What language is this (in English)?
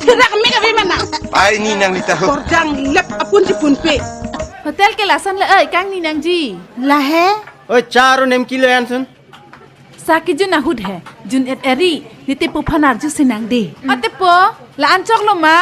Karbi